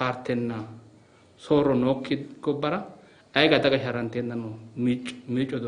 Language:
Sidamo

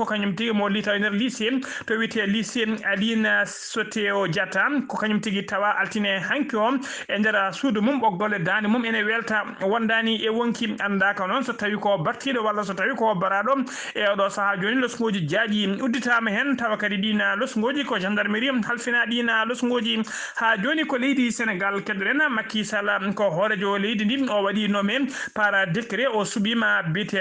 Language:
Fula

